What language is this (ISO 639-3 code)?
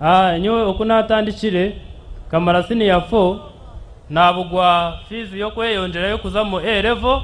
nyn